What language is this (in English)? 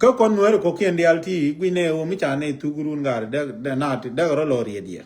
Nuer